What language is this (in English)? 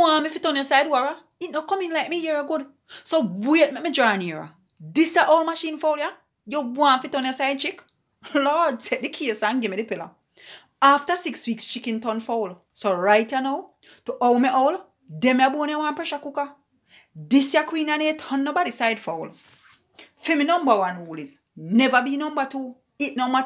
Jamaican Creole English